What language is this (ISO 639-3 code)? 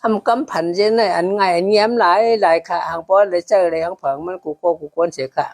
shn